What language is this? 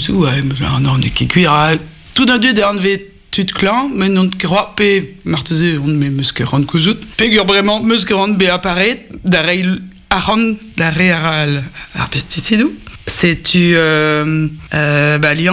Breton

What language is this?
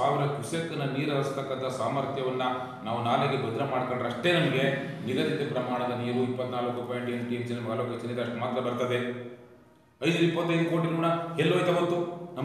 Kannada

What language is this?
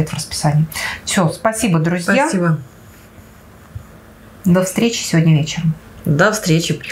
Russian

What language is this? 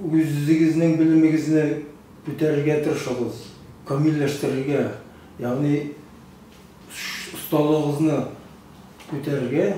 Tatar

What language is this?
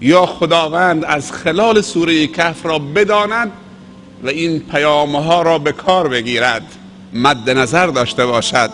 Persian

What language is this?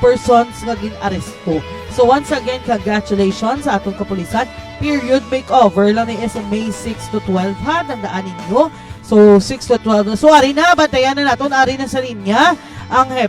Hiligaynon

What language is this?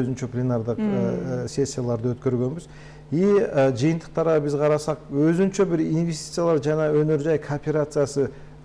Kyrgyz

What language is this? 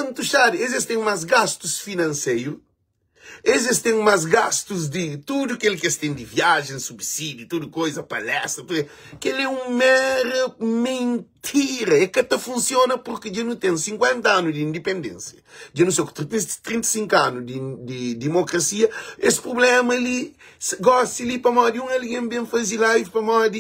Kabuverdianu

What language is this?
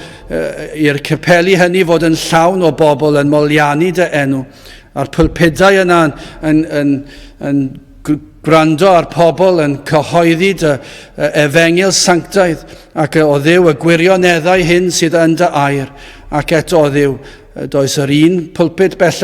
Welsh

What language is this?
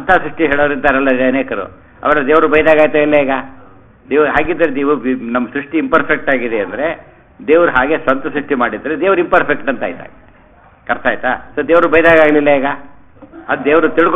Kannada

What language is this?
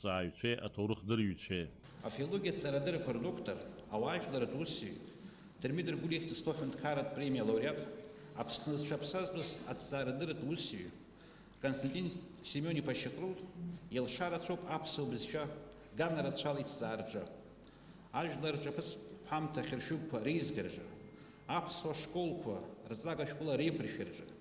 Abkhazian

